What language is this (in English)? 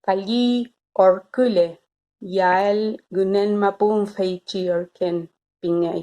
Mapuche